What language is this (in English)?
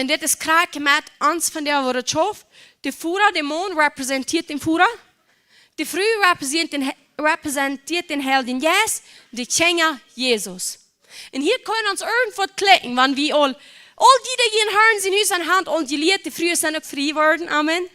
Plautdietsch